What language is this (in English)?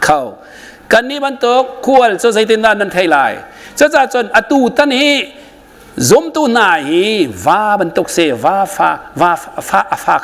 Hakha Chin